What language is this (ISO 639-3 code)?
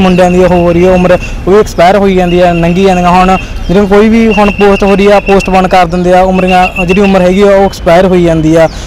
pan